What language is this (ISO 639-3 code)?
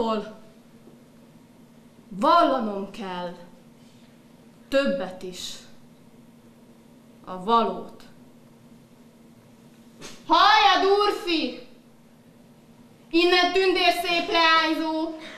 hun